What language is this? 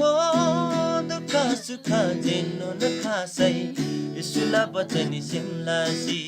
Eastern Tamang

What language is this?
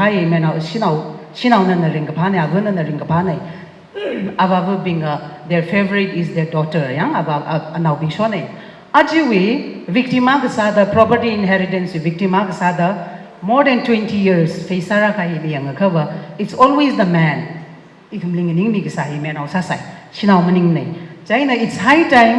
Tangkhul Naga (India)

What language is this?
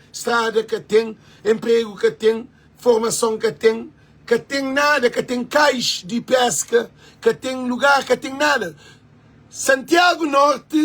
Kabuverdianu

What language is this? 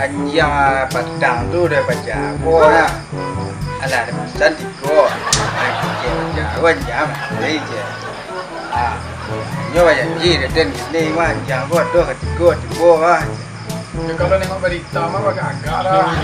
Minangkabau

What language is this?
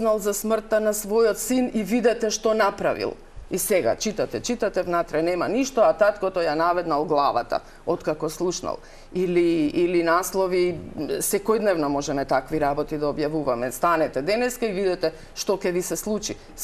Macedonian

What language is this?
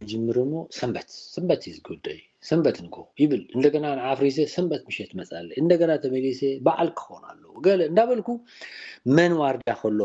Tigrinya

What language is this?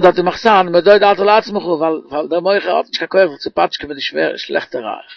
Yiddish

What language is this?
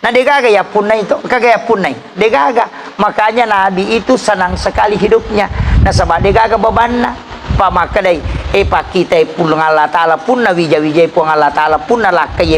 Buginese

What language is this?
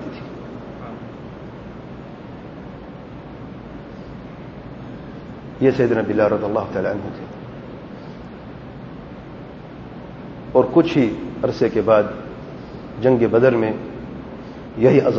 Urdu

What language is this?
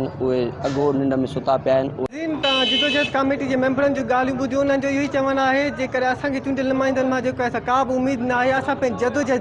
Sindhi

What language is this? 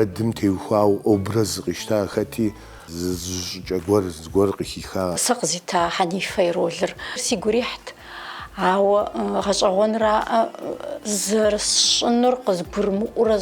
Kabardian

